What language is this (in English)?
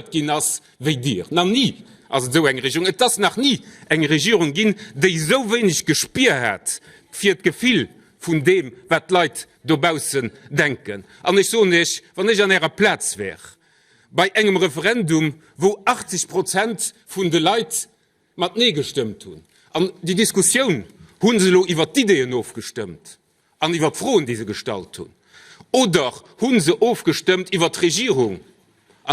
Luxembourgish